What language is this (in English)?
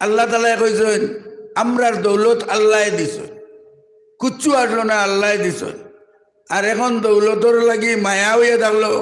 Sylheti